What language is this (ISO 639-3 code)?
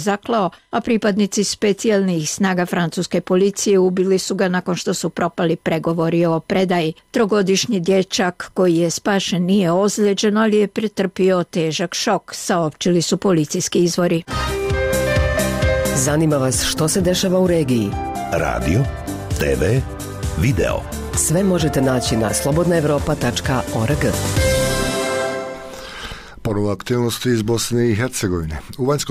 bos